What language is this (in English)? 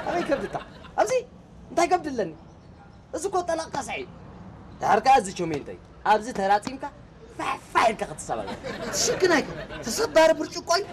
Tigrinya